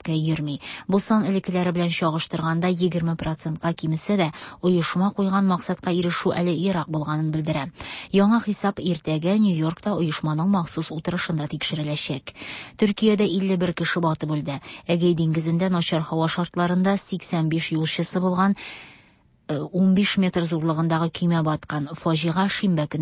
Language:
Tatar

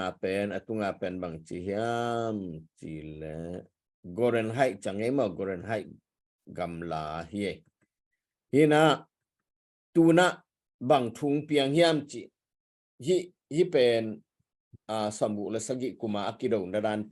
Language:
Tedim Chin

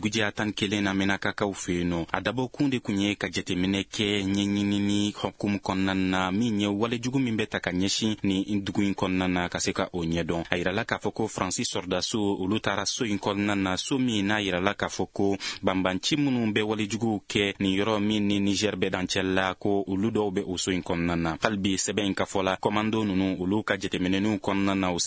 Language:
Bambara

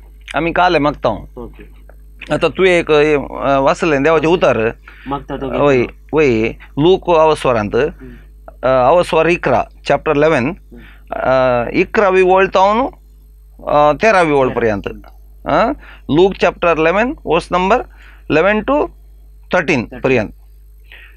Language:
Konkani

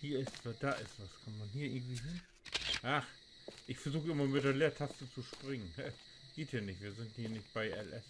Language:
Low German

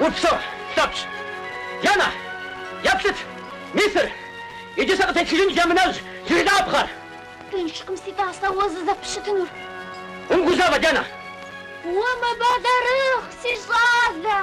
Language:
Kabardian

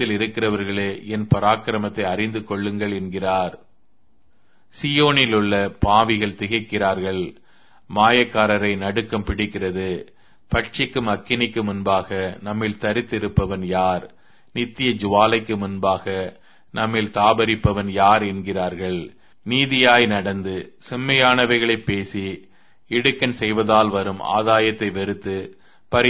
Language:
Tamil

